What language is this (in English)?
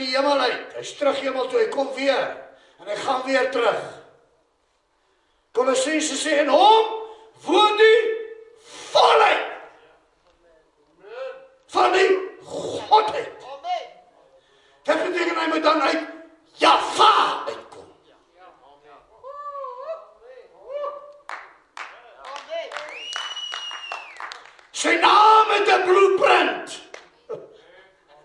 Afrikaans